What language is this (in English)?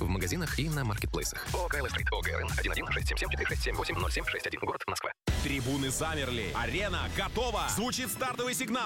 Russian